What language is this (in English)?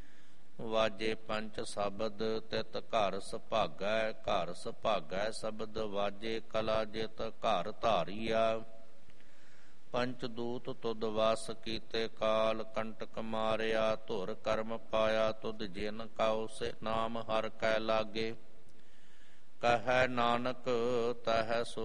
Punjabi